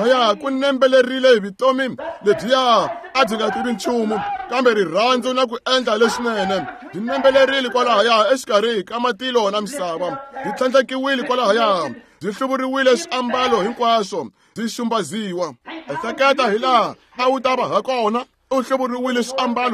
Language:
Tsonga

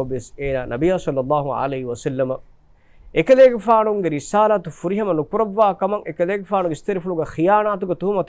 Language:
Divehi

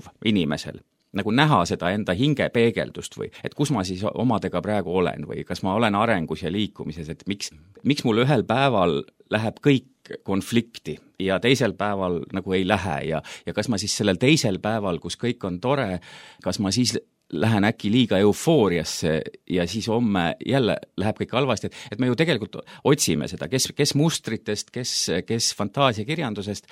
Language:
Estonian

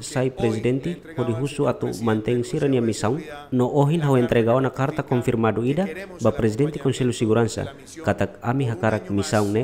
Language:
Tetum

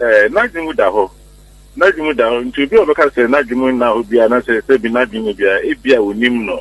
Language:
Akan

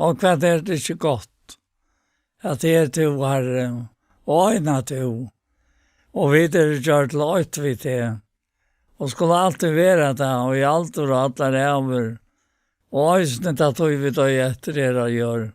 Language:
Faroese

